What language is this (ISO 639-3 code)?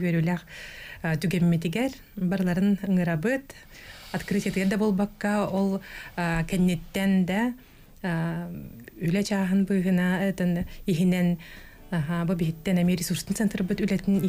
sah